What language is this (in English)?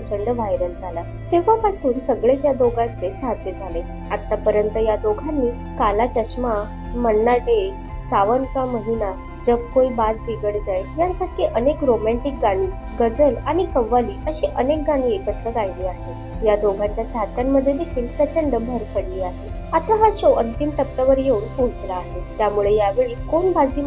Marathi